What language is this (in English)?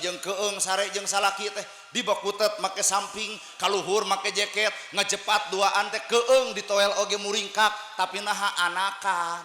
Sundanese